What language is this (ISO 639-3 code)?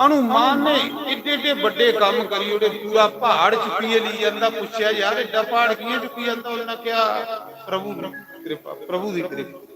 doi